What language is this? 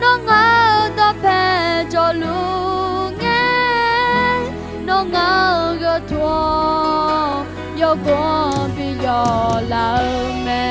Akha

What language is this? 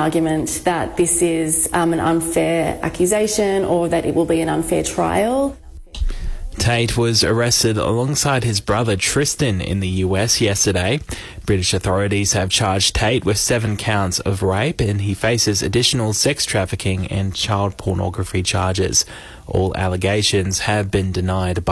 English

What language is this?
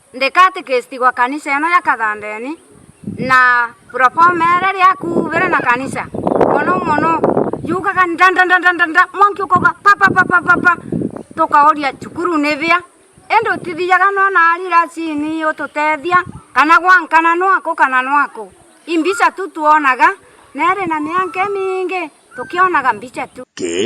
Meru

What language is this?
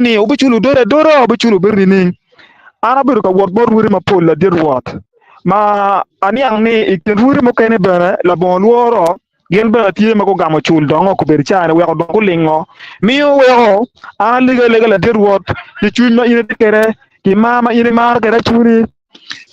Acoli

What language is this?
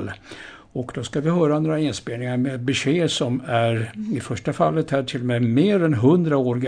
Swedish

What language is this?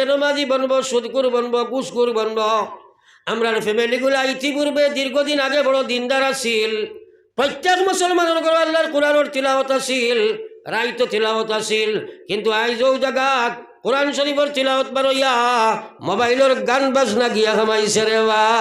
Sylheti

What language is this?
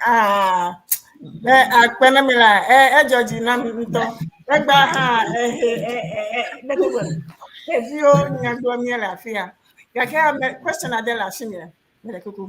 Ewe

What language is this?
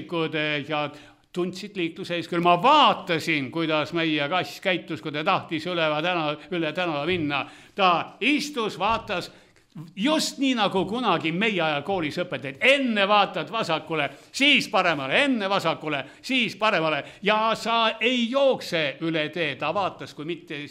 Estonian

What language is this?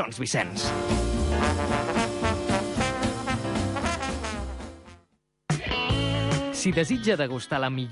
Catalan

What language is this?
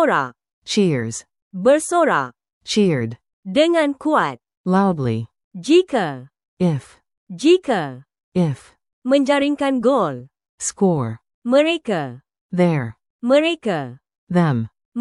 Malay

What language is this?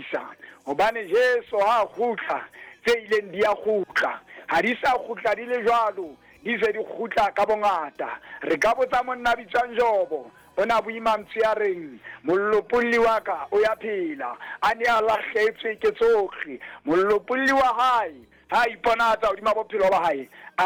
Southern Sotho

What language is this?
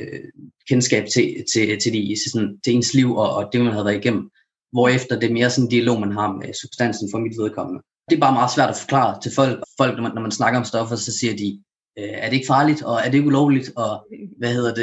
Danish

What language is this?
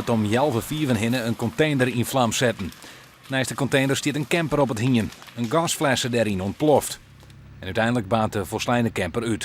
Western Frisian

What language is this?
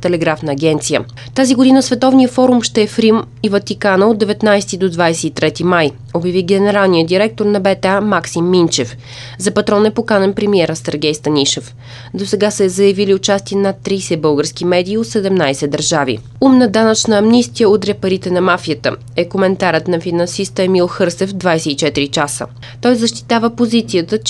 Bulgarian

